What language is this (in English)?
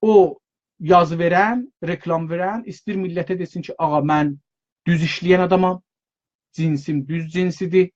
South Azerbaijani